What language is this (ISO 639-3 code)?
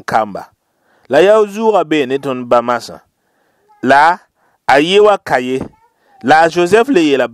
mos